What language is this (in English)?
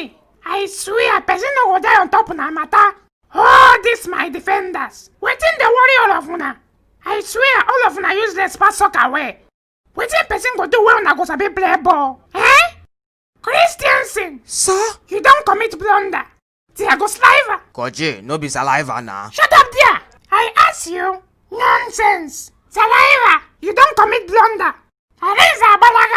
Nigerian Pidgin